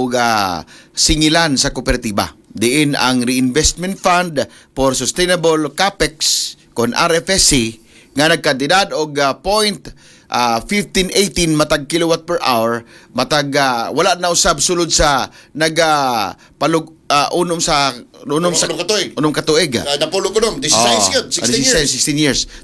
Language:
Cebuano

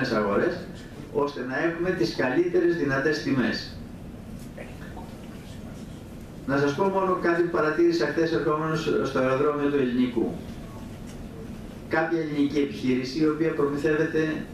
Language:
Greek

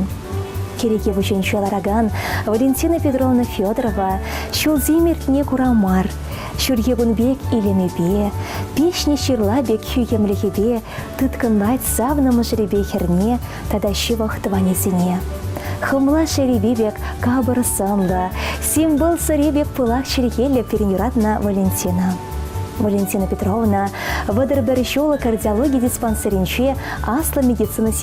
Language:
Chuvash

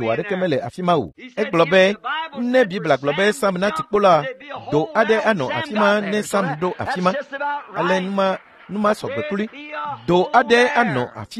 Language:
Ewe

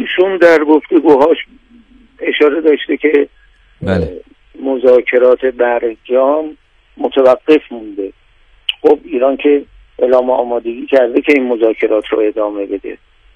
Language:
Persian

